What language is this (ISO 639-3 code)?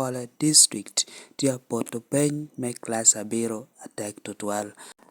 laj